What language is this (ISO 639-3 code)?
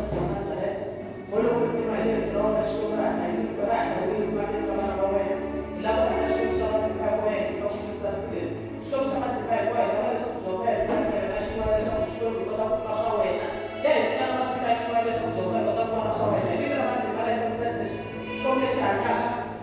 tso